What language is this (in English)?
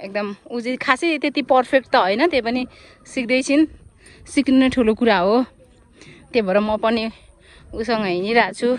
Nepali